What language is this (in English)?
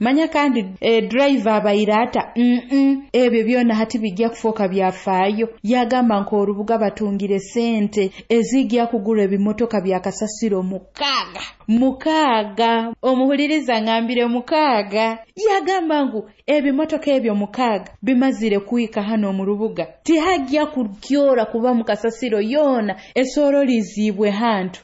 Nyoro